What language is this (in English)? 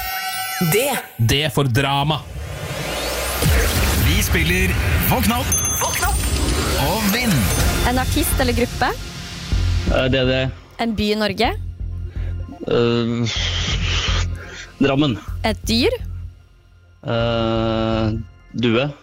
Norwegian